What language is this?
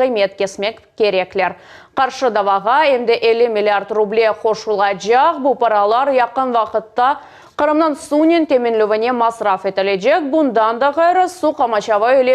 Crimean Tatar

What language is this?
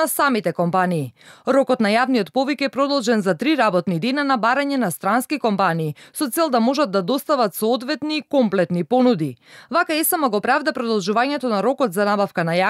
Macedonian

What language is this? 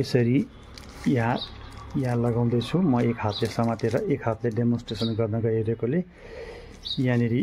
Nepali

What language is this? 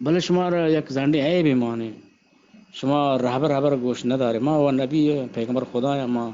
Eastern Balochi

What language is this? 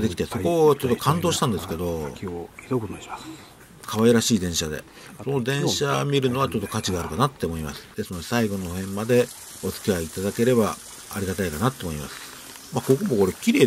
Japanese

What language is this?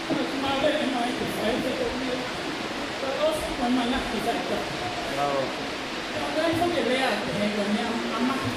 Tongan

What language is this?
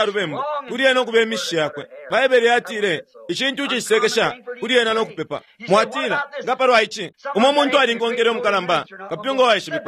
Bemba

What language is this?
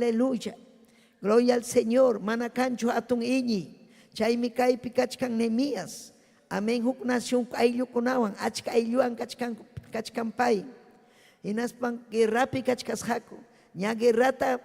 Ayacucho Quechua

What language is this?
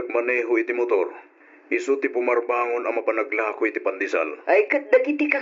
Iloko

